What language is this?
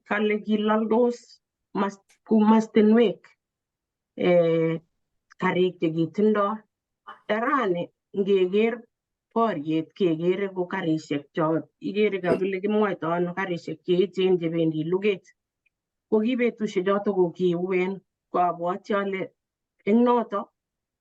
Kalenjin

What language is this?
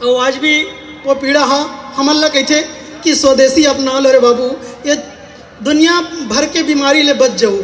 Chhattisgarhi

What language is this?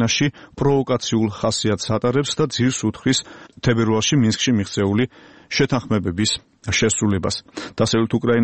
Georgian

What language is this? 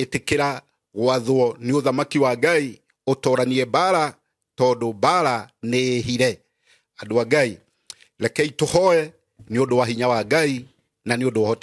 Kikuyu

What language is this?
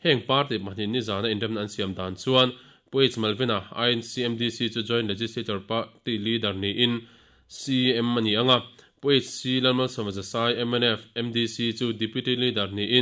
Mizo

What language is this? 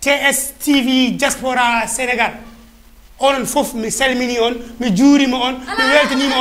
Fula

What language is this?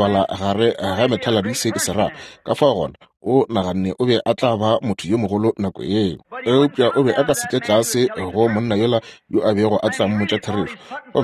Northern Sotho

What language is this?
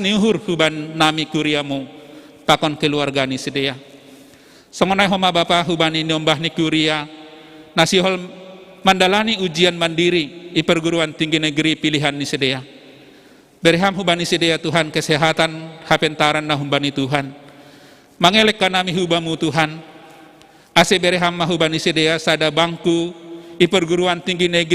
Batak Simalungun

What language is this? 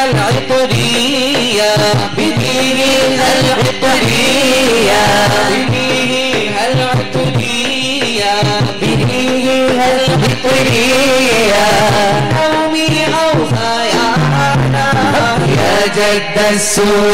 Malayalam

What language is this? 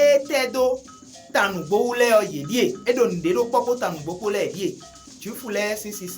Fon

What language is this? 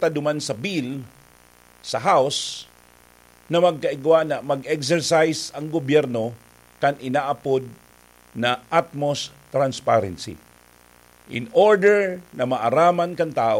Bikol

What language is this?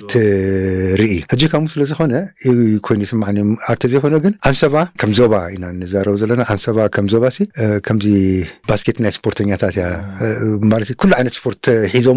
Tigrinya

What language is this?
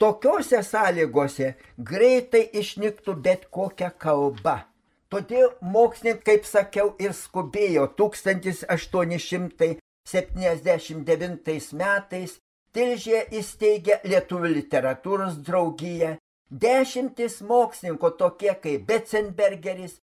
Lithuanian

